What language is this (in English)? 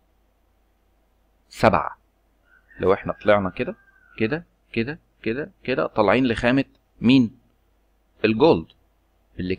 Egyptian Arabic